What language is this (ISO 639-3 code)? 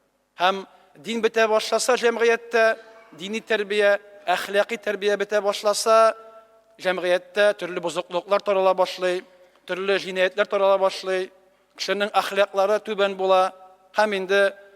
tat